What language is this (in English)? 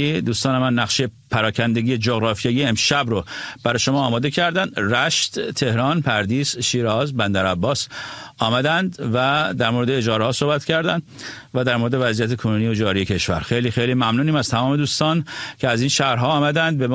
Persian